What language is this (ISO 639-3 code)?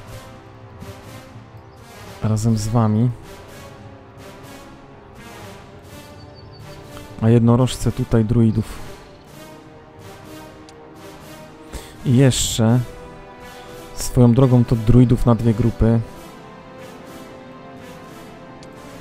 pol